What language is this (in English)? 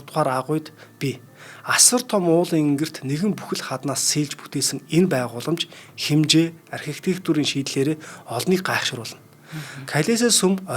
Mongolian